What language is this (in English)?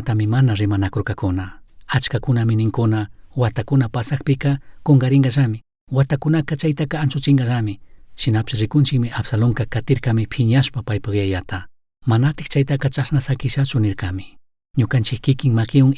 Chimborazo Highland Quichua